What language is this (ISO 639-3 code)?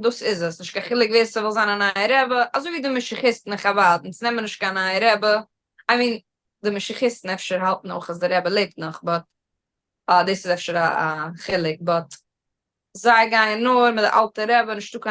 yid